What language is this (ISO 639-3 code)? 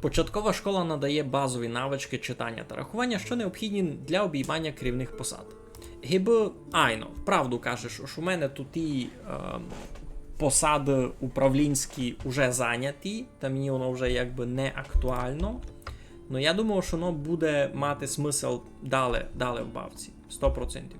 rue